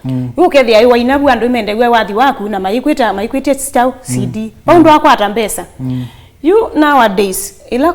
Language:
Kamba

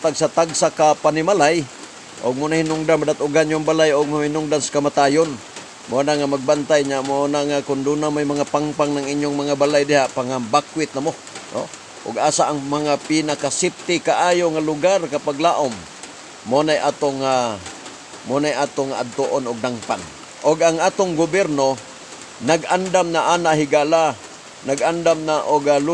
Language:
Cebuano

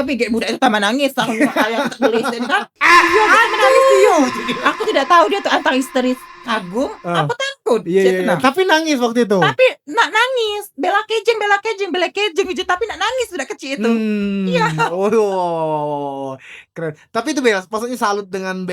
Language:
Musi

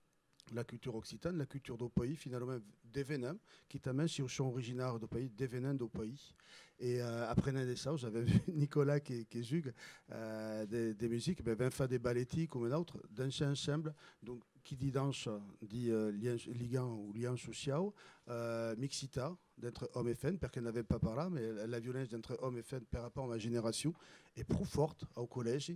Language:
Occitan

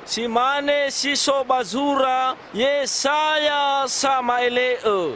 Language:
Nias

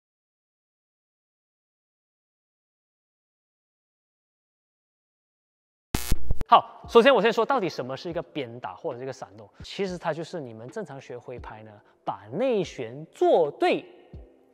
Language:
Chinese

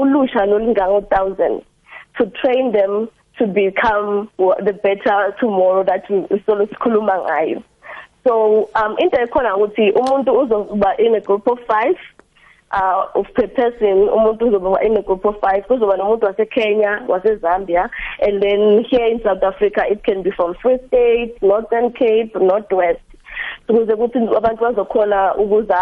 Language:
South Ndebele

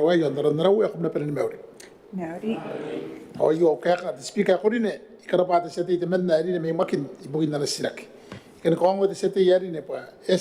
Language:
Gilbertese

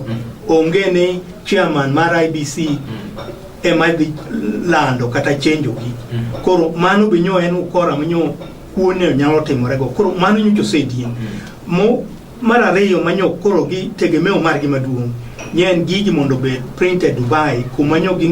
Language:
Luo (Kenya and Tanzania)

